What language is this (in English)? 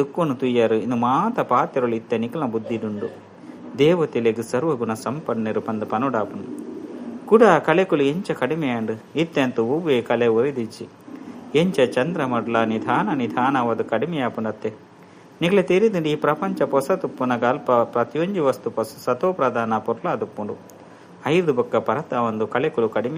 Tulu